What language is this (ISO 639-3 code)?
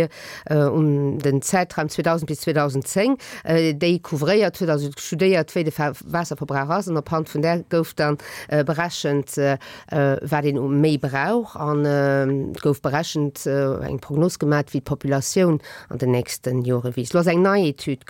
ltz